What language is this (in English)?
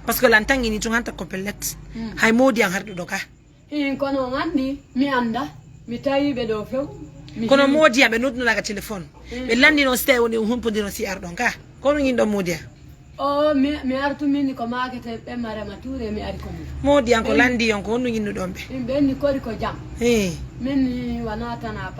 Fula